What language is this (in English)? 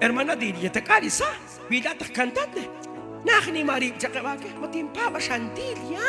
Kekchí